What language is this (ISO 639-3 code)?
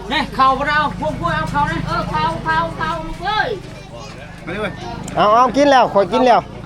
tts